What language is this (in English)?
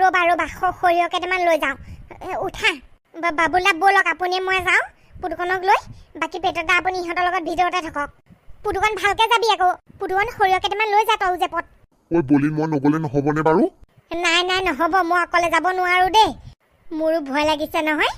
Assamese